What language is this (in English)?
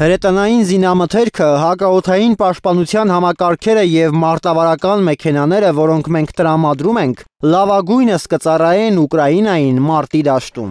Armenian